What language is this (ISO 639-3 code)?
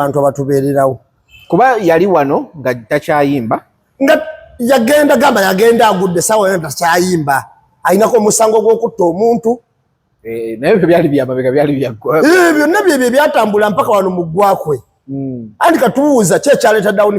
lug